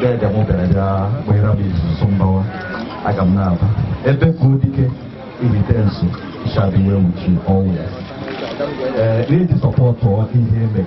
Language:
Igbo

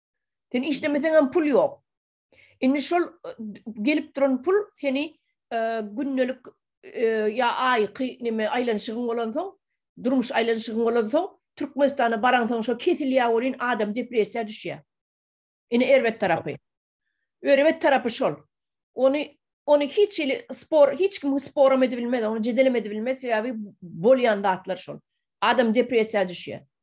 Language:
Turkmen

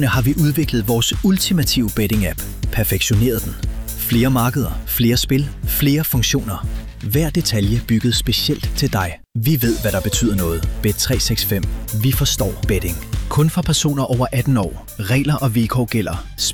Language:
Danish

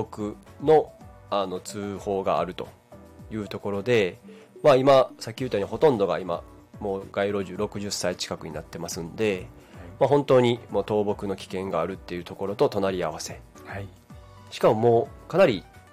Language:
Japanese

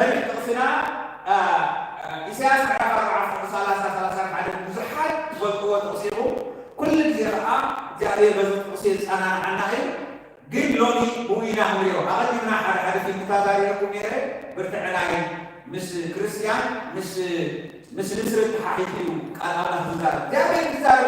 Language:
Tigrinya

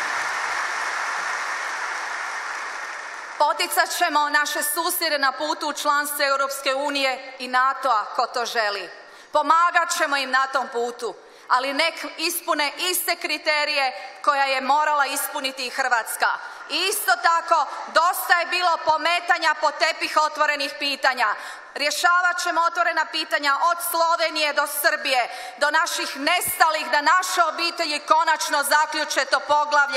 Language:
Croatian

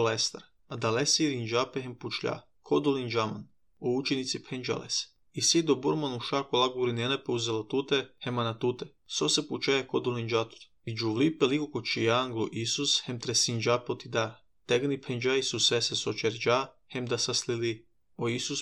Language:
Serbian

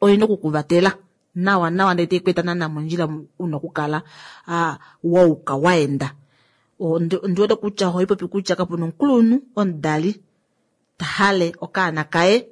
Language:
Kuanyama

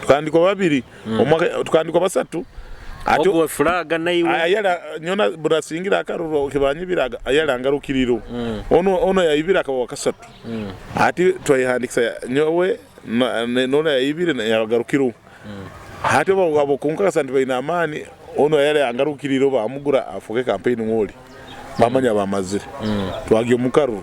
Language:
Nyoro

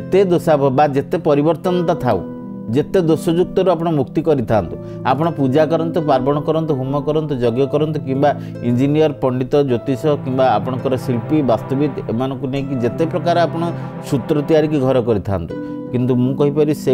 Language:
Odia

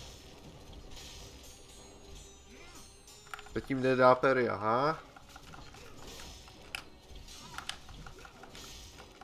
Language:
Czech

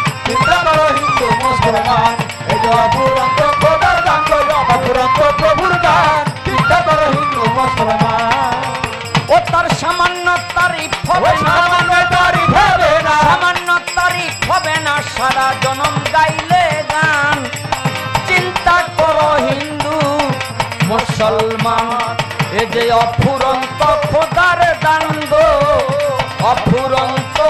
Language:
Bangla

